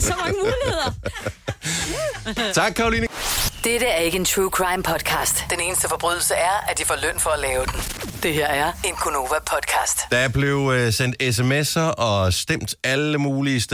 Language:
Danish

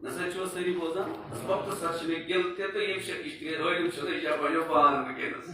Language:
Kashmiri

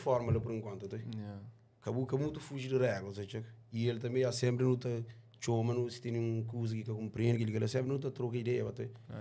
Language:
Kabuverdianu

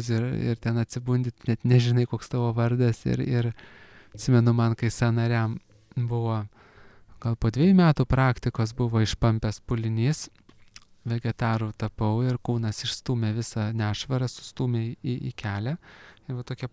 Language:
Lithuanian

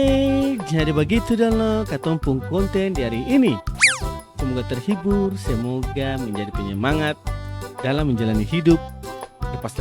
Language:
Ambonese Malay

